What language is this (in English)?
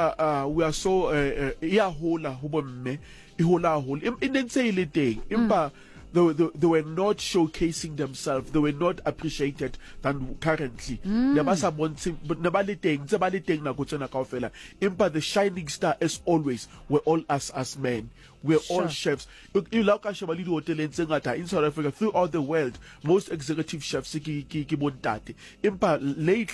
Southern Sotho